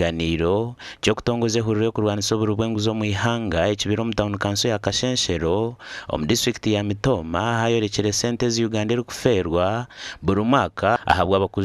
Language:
Nyankole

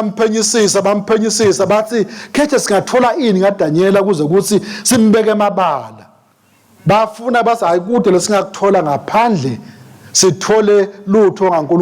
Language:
Swati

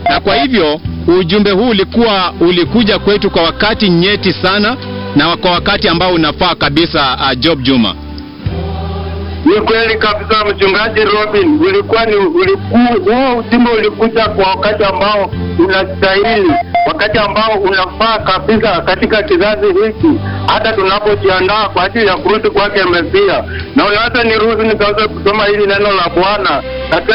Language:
Swahili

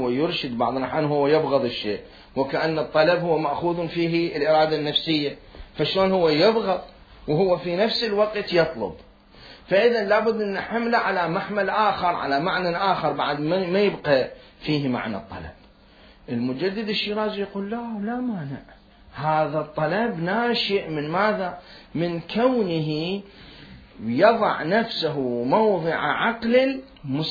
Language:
Mesopotamian Arabic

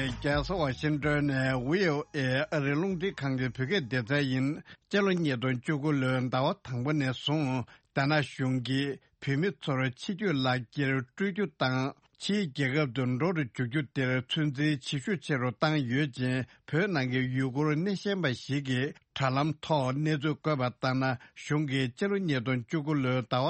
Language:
Tibetan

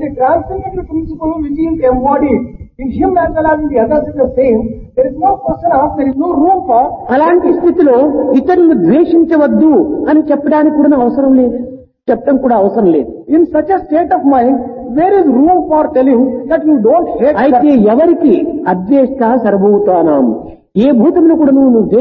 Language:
Telugu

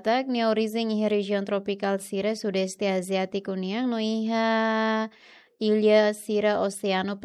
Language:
Tetum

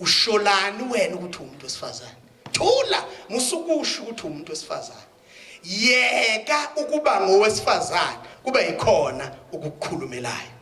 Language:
Zulu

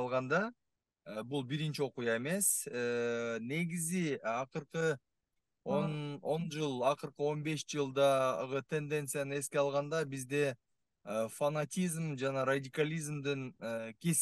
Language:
Kyrgyz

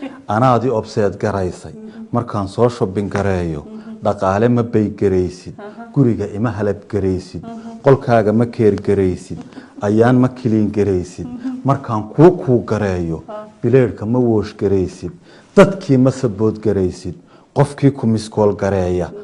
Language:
Somali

